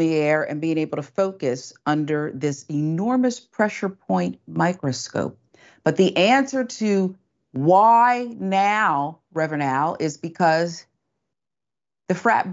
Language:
English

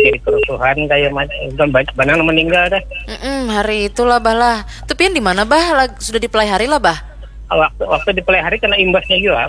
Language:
Banjar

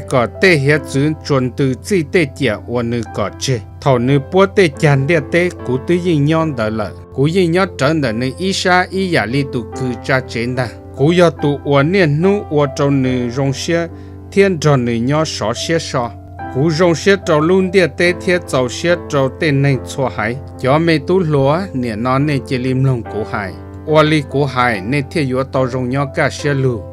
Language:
Hmong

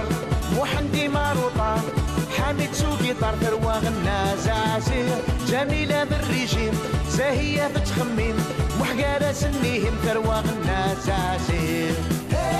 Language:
Kabyle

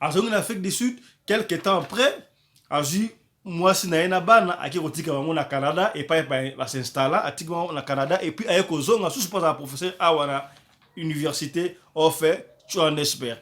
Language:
Lingala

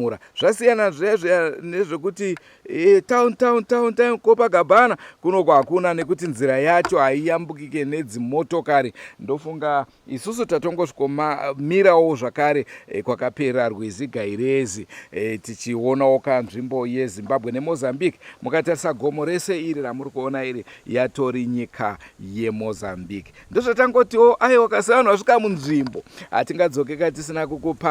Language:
Shona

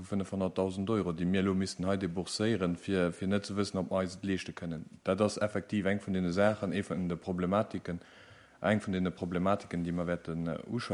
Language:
Luxembourgish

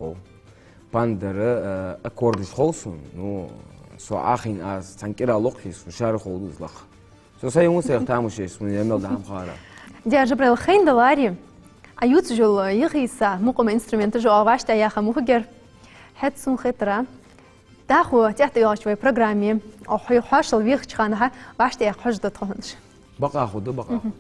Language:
Ingush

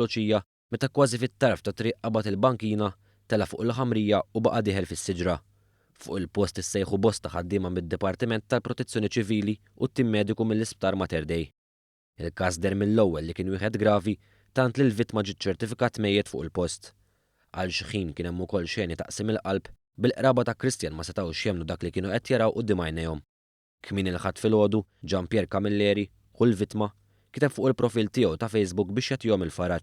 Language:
Maltese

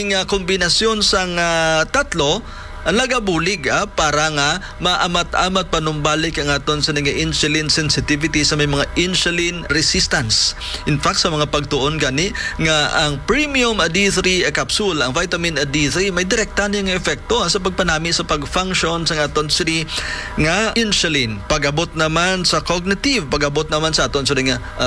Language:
Hiligaynon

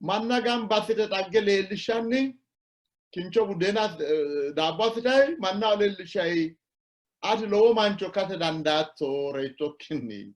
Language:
Sidamo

